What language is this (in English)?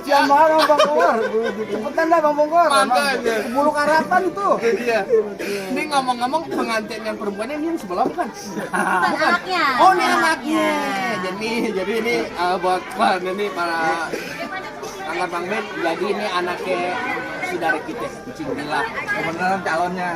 Betawi